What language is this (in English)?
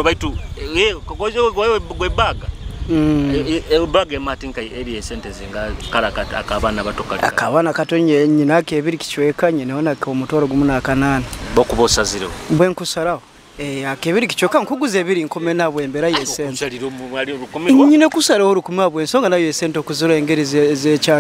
Nyoro